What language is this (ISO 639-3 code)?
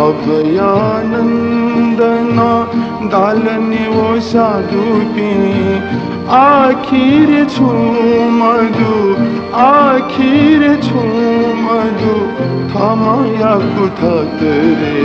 new